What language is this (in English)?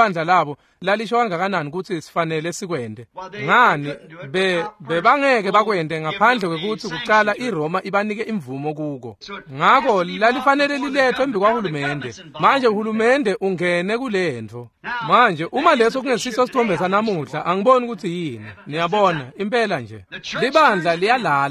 Swati